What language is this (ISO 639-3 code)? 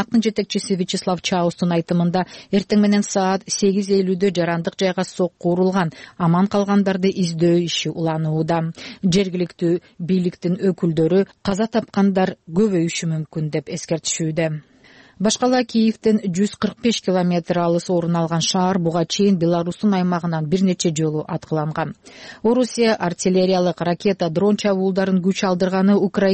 kir